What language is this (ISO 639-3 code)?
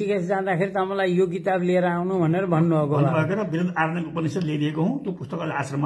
nep